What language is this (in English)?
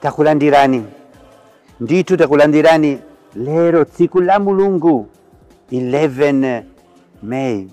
Nyanja